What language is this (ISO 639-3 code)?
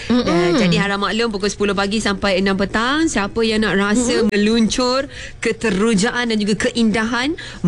msa